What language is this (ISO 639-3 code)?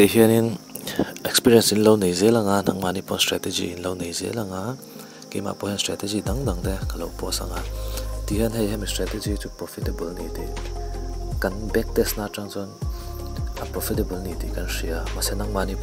lus